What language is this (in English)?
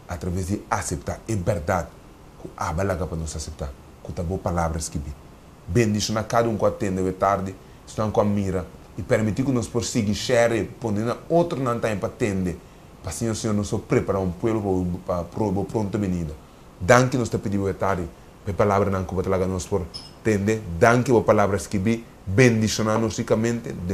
Papiamento